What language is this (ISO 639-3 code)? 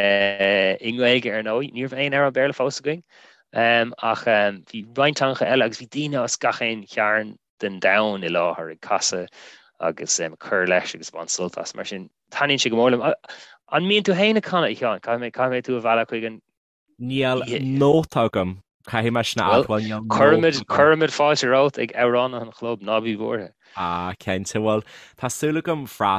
gle